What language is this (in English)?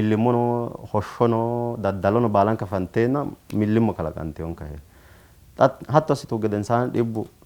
Sidamo